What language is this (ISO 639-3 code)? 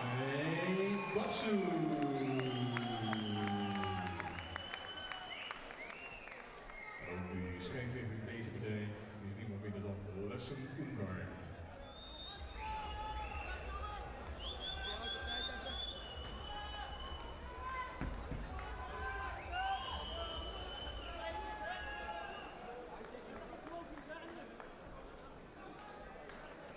nld